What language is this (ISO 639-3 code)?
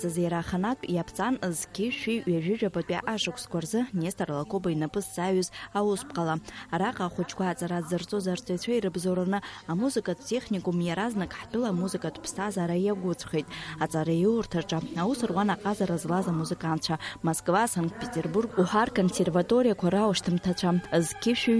abk